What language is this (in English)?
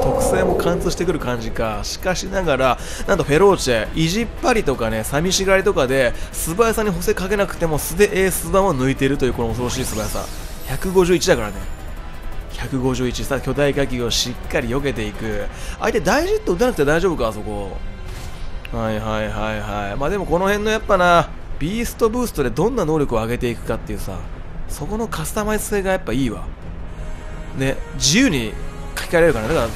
Japanese